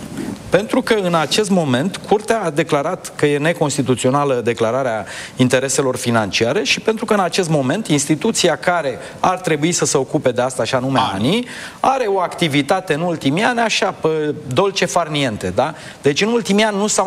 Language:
Romanian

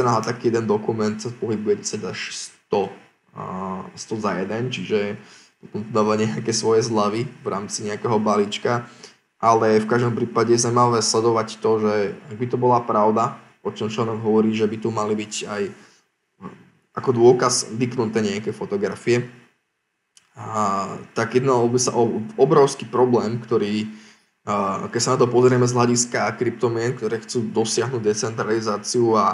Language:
Slovak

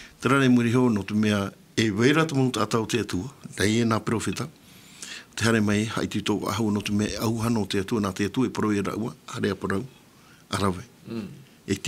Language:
Tahitian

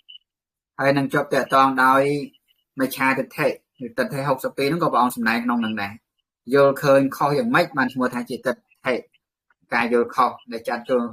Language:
Khmer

